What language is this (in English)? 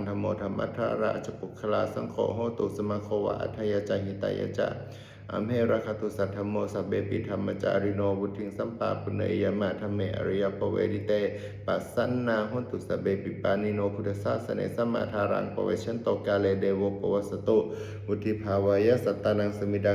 Pali